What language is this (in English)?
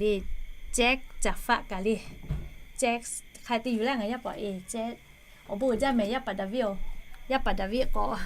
Lahu